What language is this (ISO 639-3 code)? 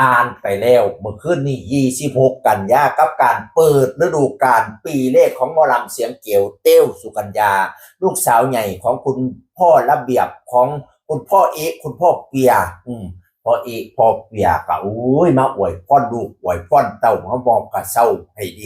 tts